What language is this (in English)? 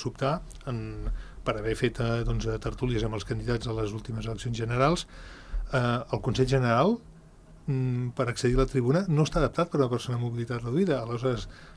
Catalan